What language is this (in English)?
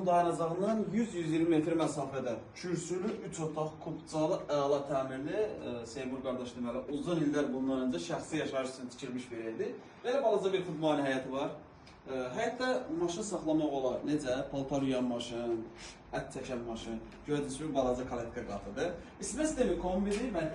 Azerbaijani